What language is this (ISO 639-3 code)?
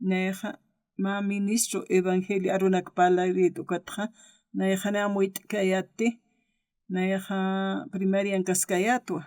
aym